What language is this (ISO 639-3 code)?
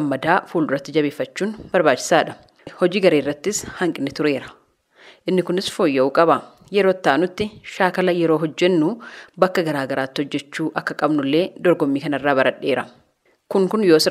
orm